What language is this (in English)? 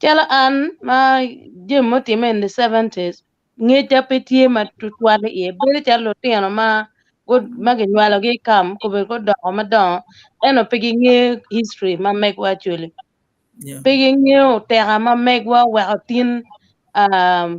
Acoli